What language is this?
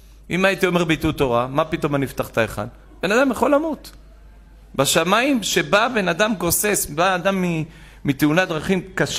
Hebrew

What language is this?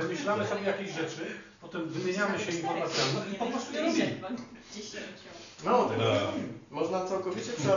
Polish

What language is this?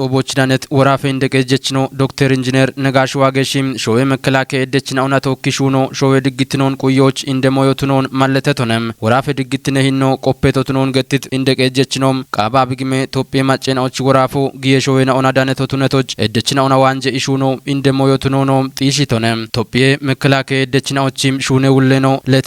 Kafa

